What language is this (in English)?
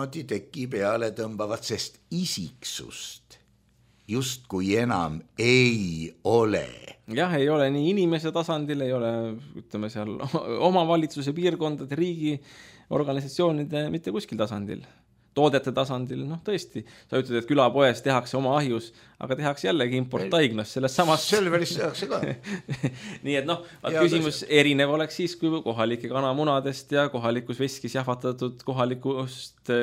Estonian